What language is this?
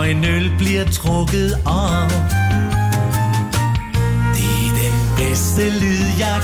Danish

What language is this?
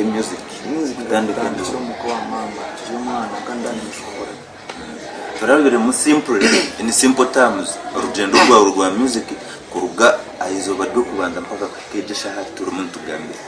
Nyankole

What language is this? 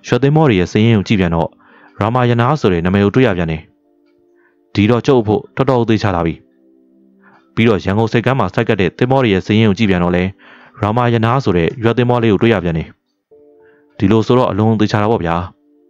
Burmese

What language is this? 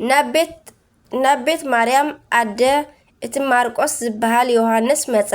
Tigrinya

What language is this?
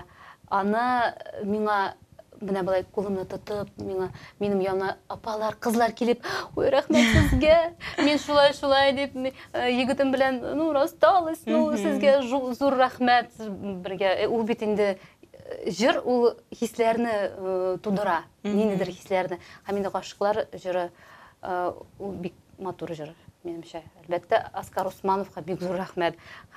Tatar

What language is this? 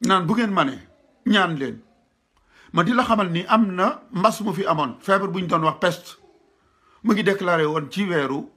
Wolof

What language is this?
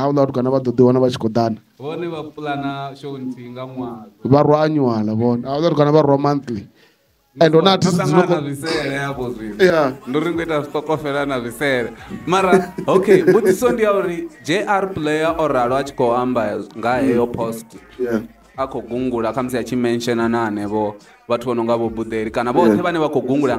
Venda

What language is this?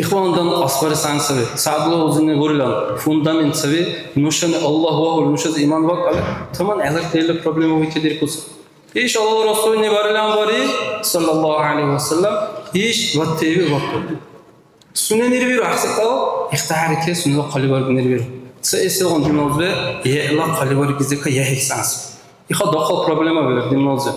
Dargwa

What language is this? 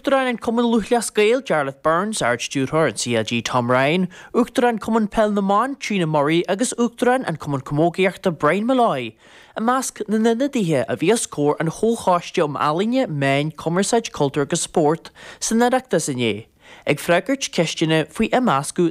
Irish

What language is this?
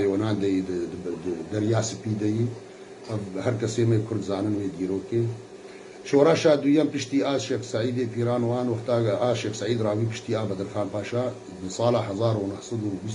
Kurdish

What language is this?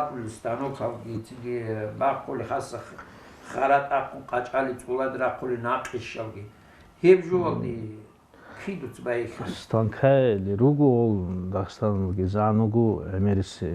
Avaric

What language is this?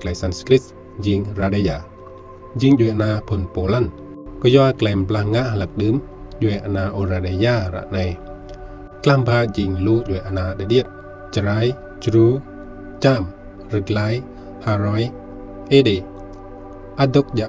Rade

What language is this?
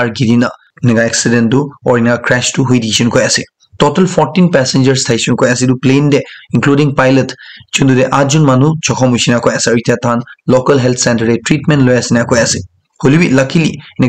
Naga Pidgin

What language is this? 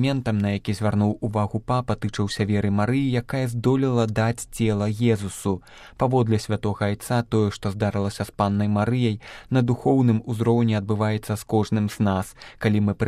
Belarusian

